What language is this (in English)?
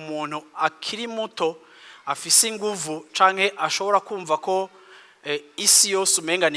Rundi